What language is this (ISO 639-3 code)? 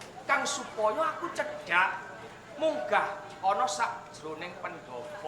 jav